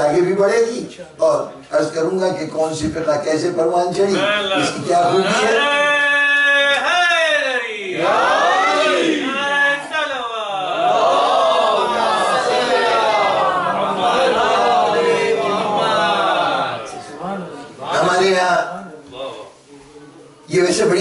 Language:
Urdu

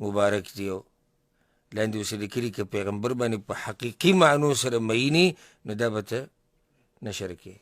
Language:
Pashto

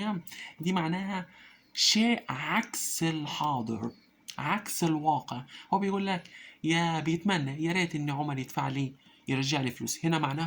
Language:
Egyptian Arabic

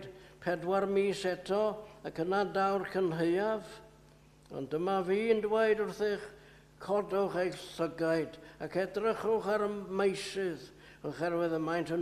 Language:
Welsh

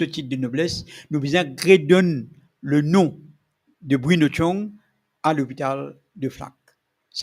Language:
Morisyen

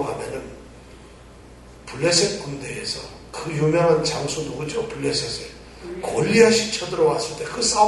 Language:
Korean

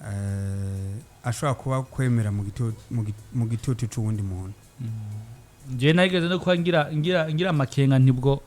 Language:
Rundi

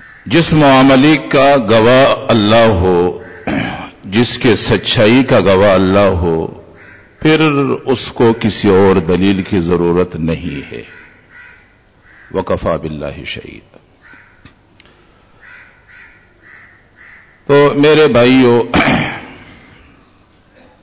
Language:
Urdu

